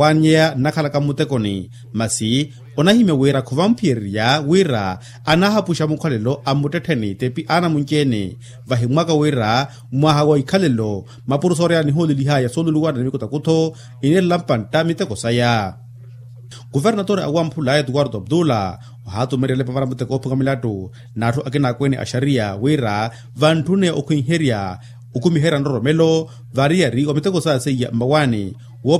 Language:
Makhuwa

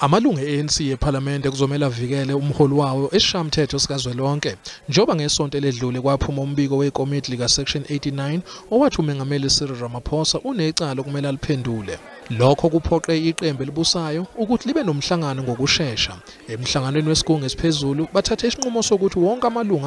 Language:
Zulu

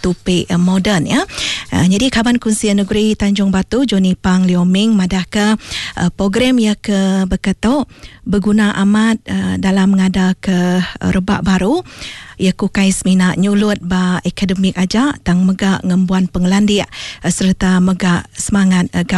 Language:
Iban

